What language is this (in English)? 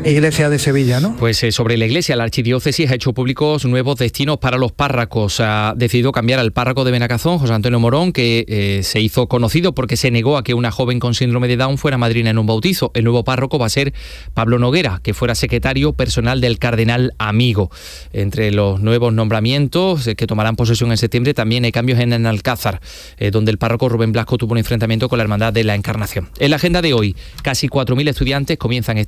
Spanish